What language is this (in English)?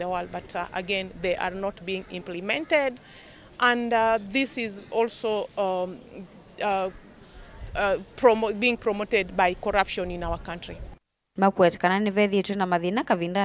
Kamba